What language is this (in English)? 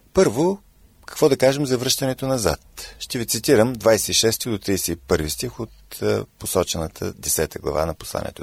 Bulgarian